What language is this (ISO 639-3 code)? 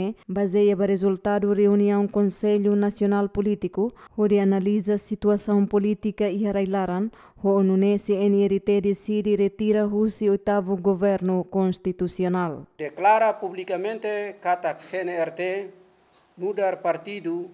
tet